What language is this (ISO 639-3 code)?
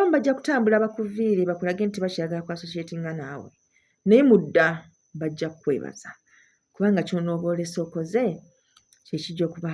lug